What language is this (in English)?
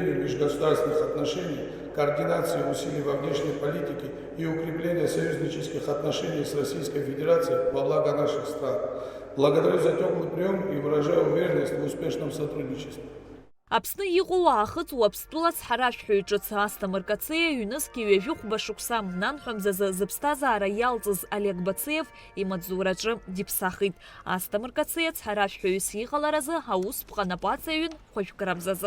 Abkhazian